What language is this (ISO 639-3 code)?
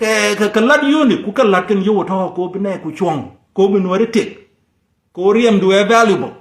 nus